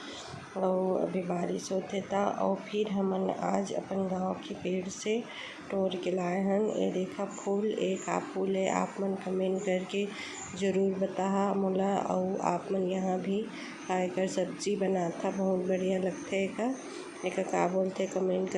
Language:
Chhattisgarhi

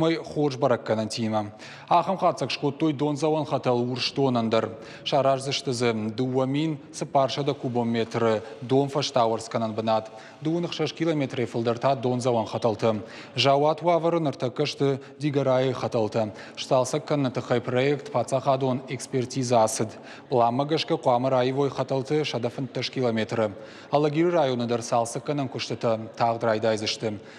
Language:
Ossetic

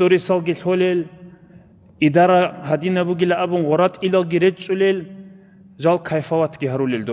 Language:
Avaric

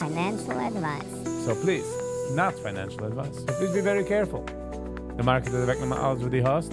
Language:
Yiddish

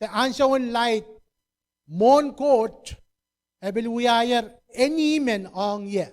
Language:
Pohnpeian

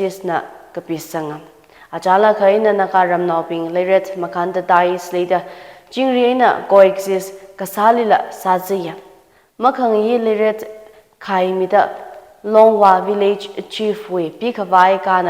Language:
Tangkhul Naga (India)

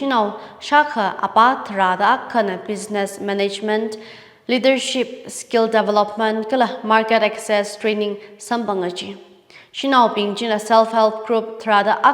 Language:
Tangkhul Naga (India)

